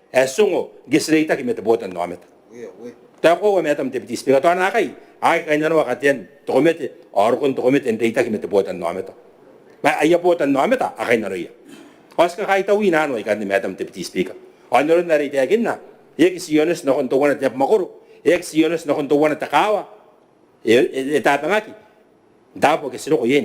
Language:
Gilbertese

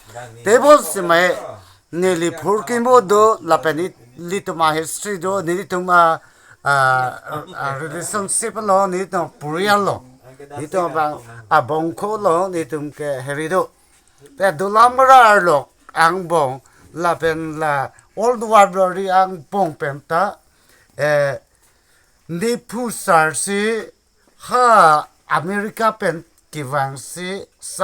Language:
Karbi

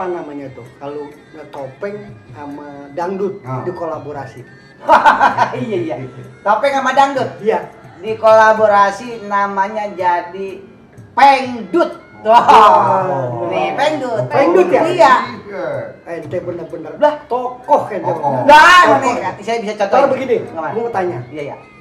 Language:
Betawi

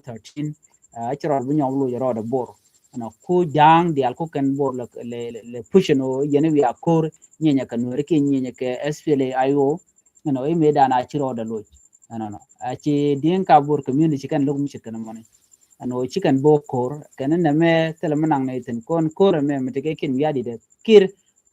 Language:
Nuer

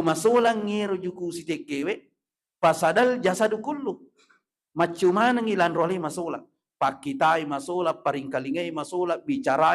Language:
Buginese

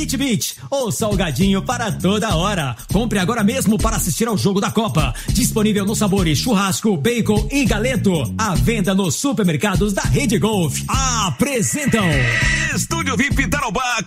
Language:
Portuguese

